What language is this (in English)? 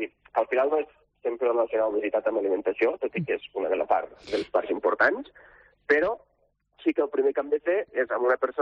Catalan